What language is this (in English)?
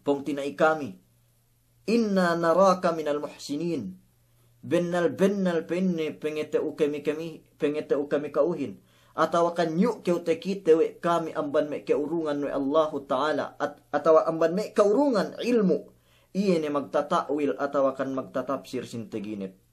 Yakan